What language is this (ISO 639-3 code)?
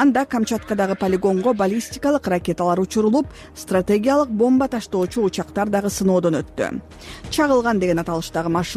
kir